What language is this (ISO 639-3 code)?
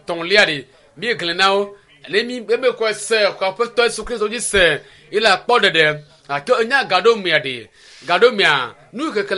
ewe